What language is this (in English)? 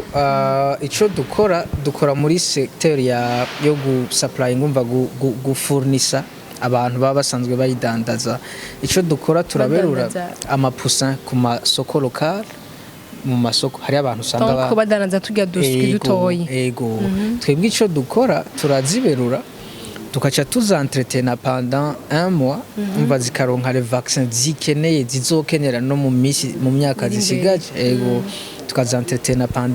Rundi